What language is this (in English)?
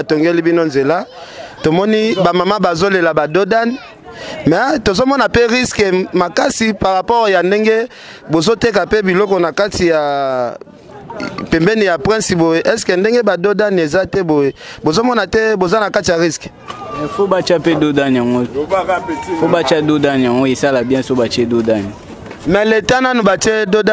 Lingala